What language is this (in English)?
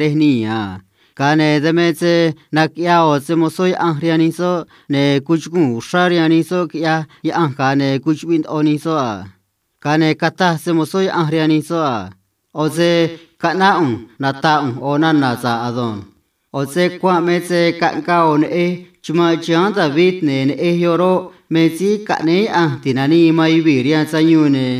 Copala Triqui